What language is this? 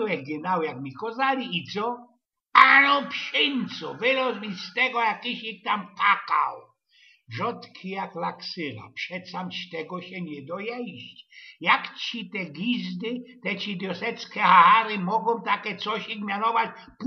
Silesian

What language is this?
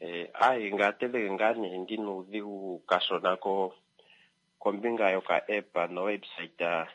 Kuanyama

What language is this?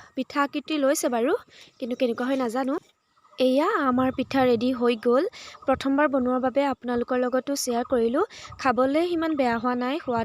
Assamese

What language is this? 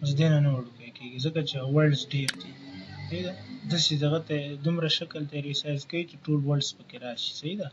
Pashto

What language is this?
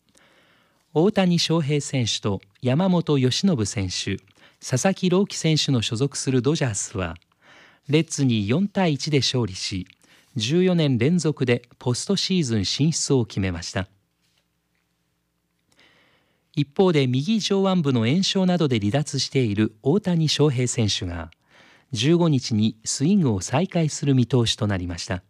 Japanese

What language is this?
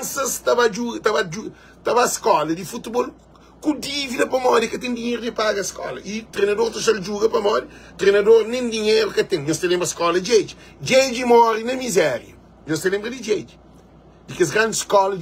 Kabuverdianu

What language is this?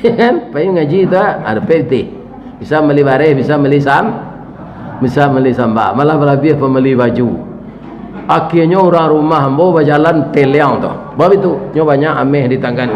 Minangkabau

